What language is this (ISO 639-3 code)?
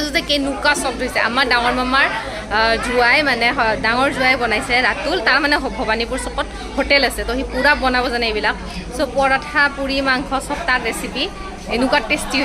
asm